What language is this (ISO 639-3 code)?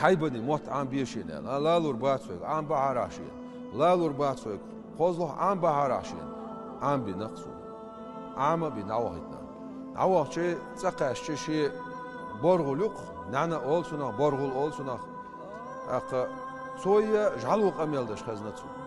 che